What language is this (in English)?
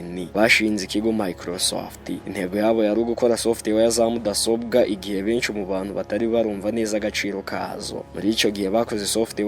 Kinyarwanda